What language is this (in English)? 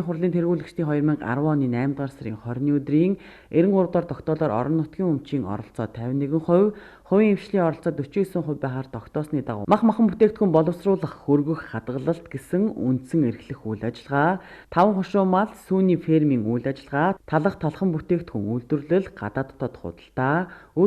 Mongolian